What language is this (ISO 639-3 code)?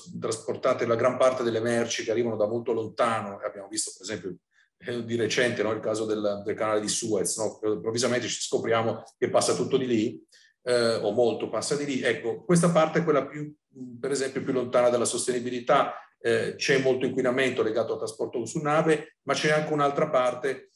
ita